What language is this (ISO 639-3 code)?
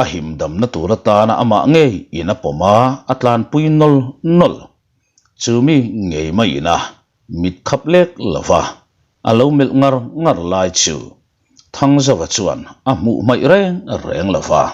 lus